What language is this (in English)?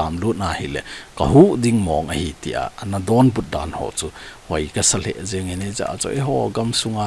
Thado Chin